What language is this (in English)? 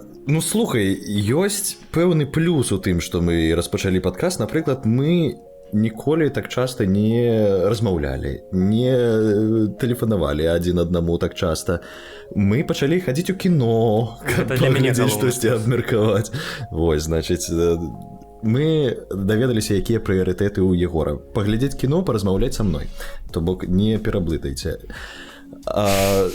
Belarusian